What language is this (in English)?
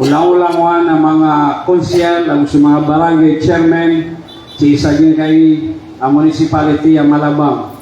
Maranao